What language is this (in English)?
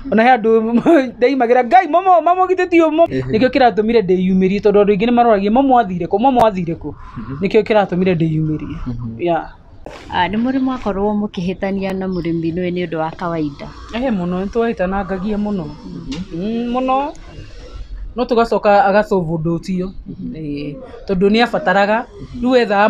Kikuyu